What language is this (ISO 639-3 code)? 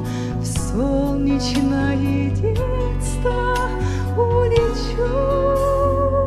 ukr